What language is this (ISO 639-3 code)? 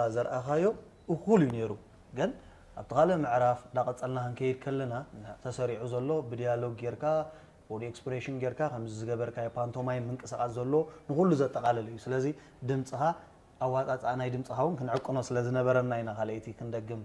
tir